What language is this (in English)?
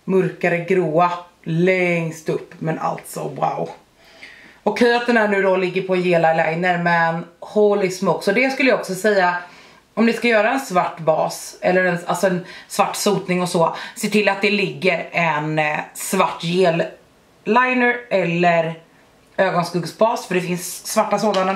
Swedish